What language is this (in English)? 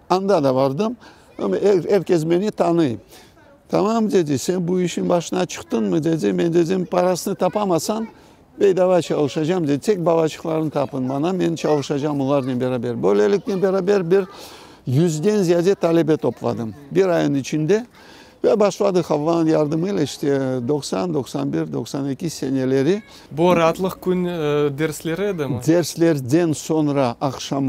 Crimean Tatar